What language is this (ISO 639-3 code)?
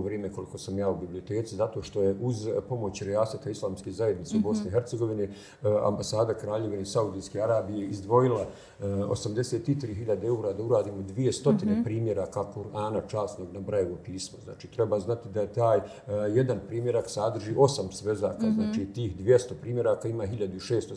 bos